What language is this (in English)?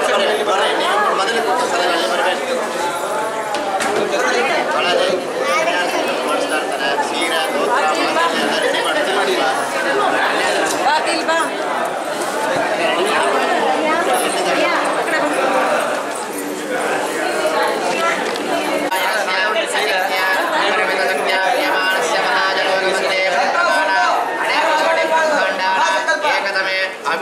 Kannada